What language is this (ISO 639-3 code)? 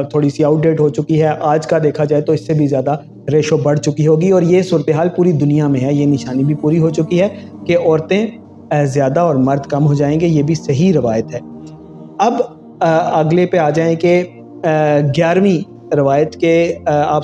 urd